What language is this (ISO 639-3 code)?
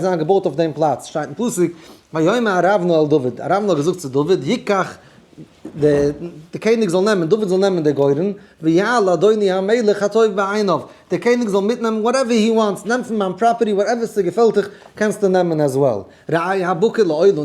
yid